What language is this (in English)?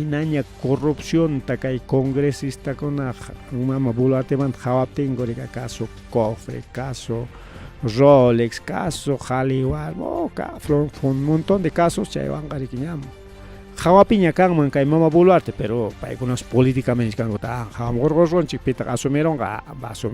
Ayacucho Quechua